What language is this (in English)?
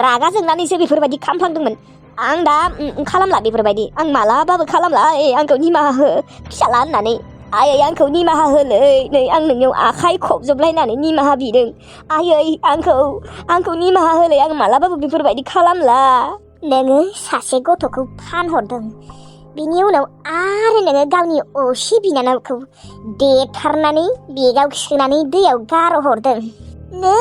Bodo